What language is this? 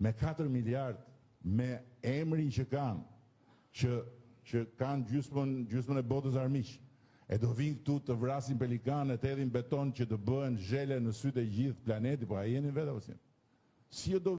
Albanian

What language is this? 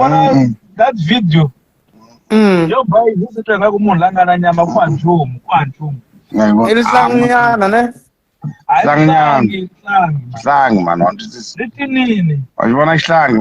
Tsonga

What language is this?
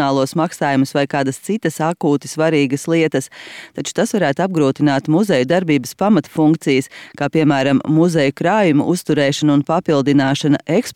Latvian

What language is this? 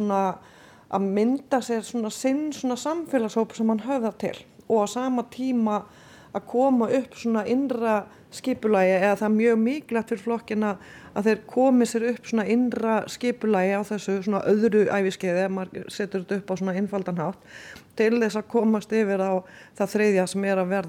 Icelandic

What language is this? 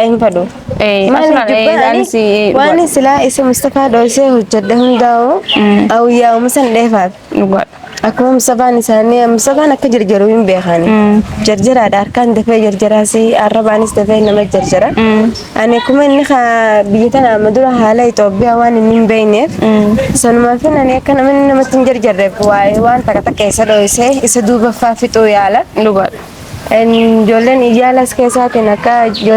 Oromo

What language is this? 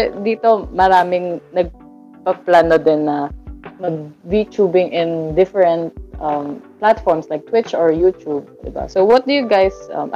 Filipino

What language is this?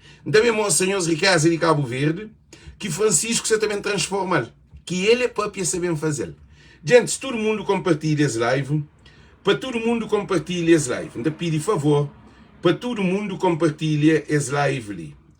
Kabuverdianu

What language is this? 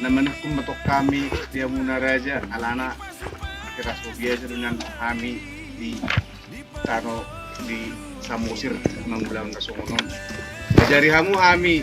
Batak Toba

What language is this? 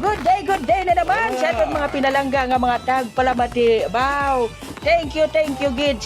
Hiligaynon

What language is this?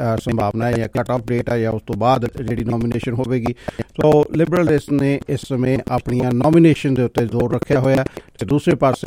Punjabi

